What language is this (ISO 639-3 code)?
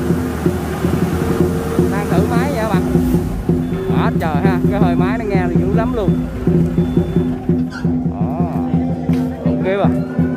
vie